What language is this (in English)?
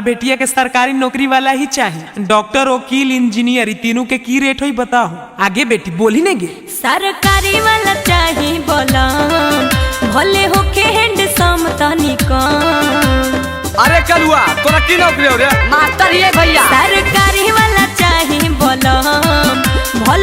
Magahi